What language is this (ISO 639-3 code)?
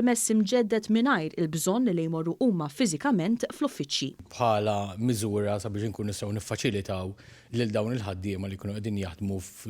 mlt